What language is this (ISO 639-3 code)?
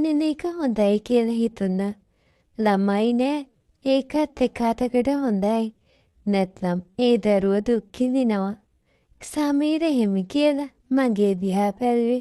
sin